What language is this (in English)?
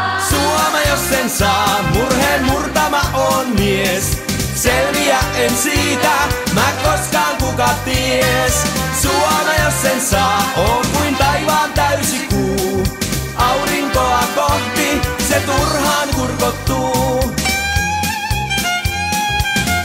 Finnish